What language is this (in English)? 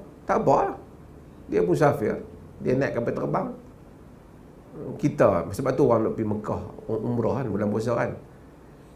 Malay